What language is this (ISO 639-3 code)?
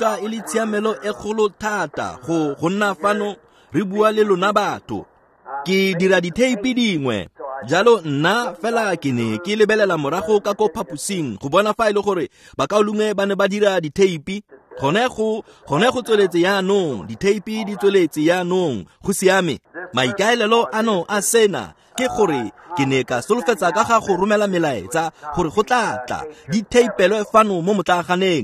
tsn